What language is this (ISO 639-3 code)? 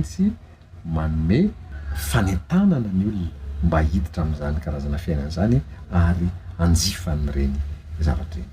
mlg